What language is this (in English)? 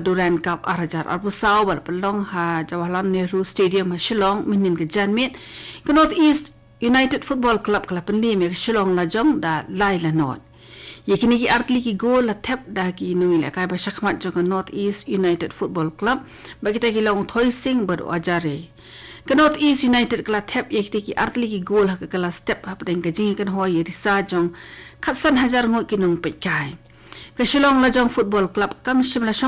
Khasi